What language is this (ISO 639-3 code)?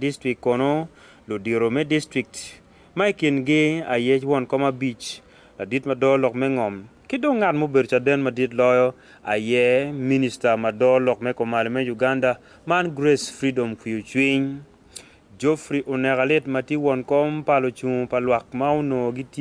ach